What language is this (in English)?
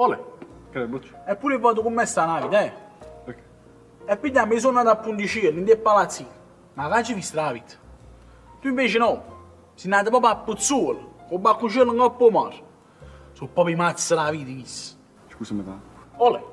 Neapolitan